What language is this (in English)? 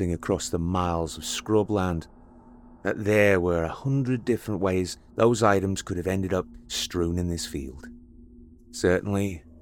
English